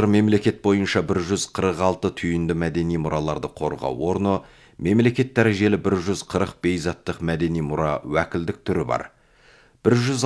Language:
Kazakh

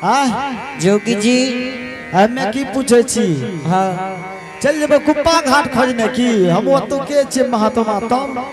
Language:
Angika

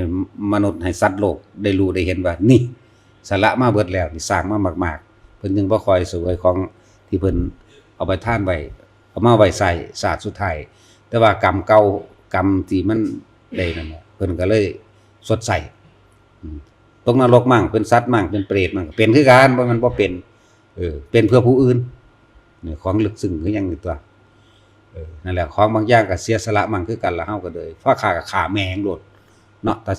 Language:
Northeastern Thai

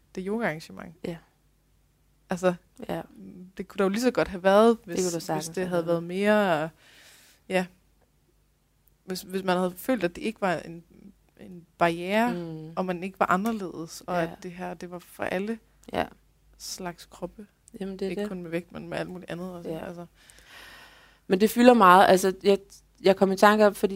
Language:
Danish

